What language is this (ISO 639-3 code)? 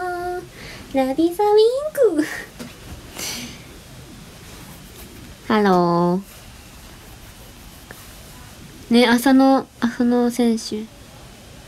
jpn